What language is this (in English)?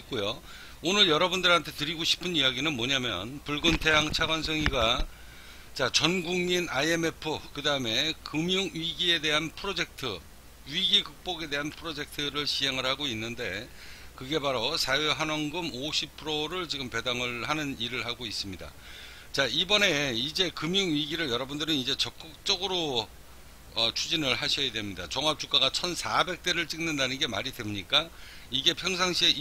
Korean